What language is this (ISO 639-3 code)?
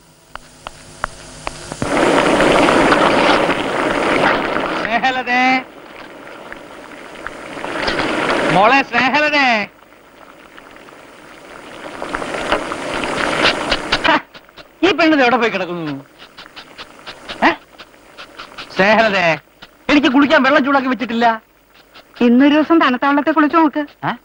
mal